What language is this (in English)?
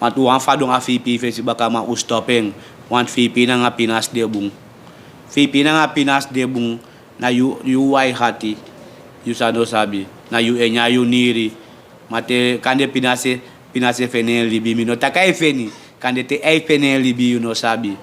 Sranan Tongo